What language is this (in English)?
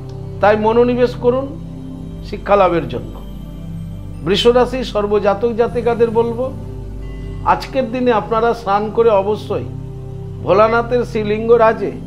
Bangla